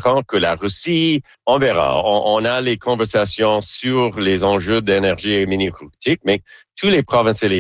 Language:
French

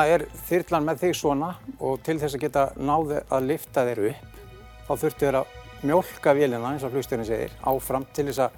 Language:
Icelandic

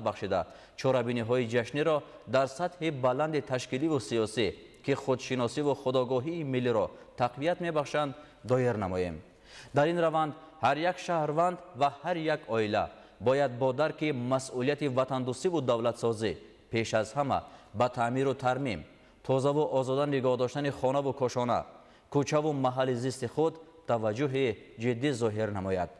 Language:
Tajik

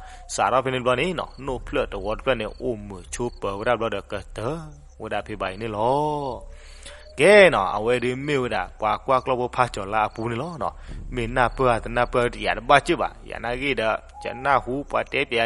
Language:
S'gaw Karen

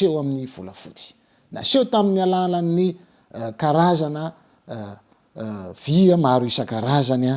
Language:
Malagasy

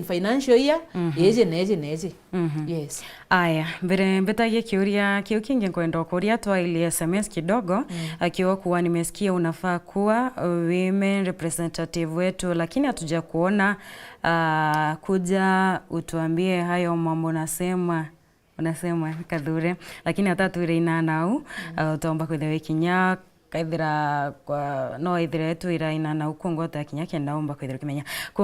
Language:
Meru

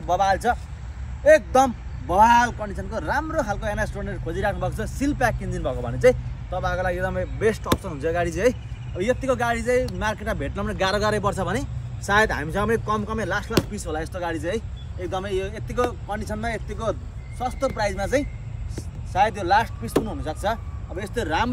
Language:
Nepali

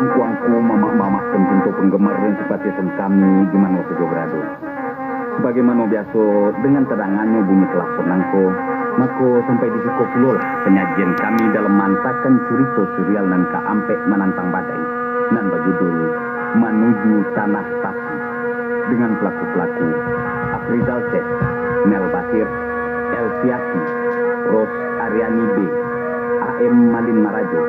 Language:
Minangkabau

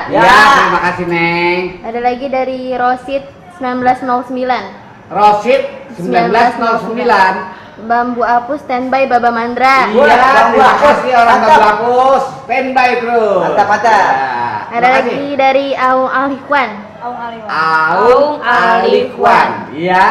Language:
Betawi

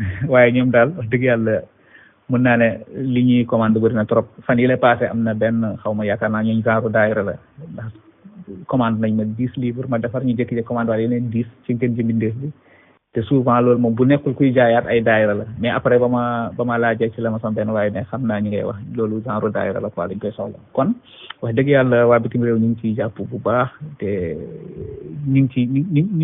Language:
Wolof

